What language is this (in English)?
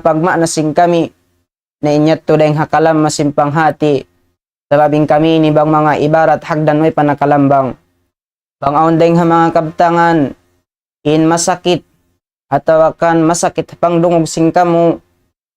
Tausug